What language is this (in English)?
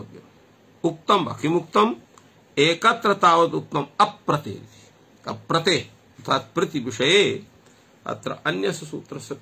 Sanskrit